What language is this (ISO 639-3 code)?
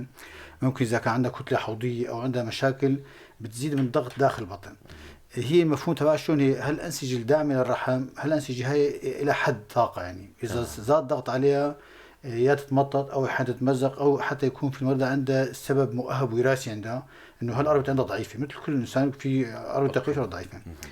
apc